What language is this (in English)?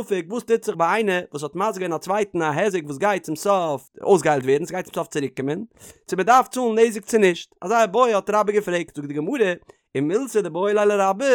Yiddish